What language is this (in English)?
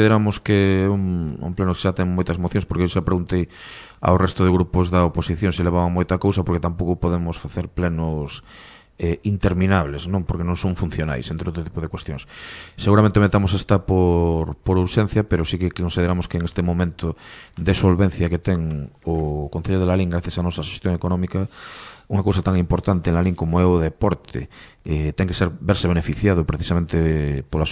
Galician